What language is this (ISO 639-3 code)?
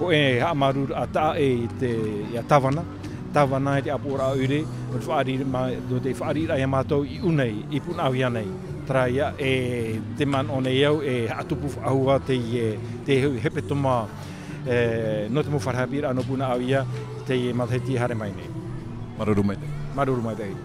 tah